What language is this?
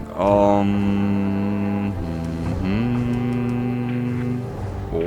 Bavarian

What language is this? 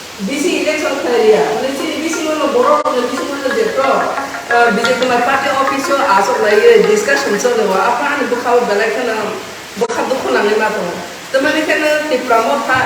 Kok Borok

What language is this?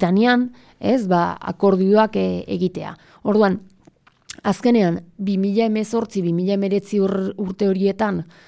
Basque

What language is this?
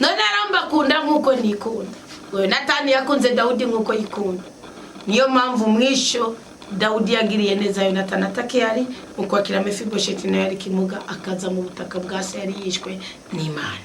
Rundi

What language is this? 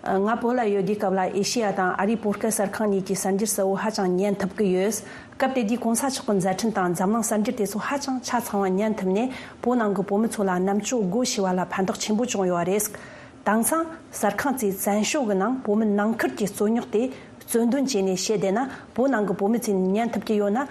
Tibetan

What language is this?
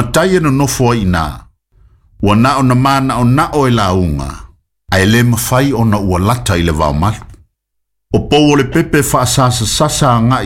Samoan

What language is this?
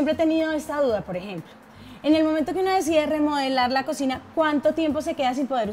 Spanish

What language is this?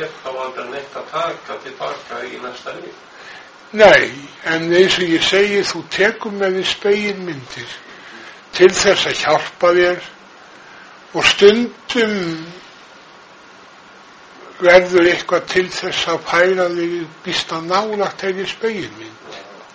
Icelandic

